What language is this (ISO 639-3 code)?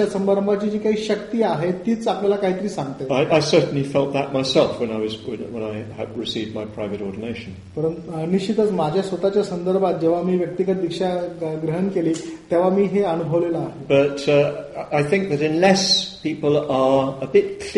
mar